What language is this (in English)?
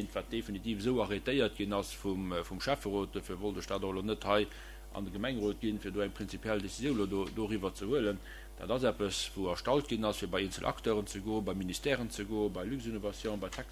Luxembourgish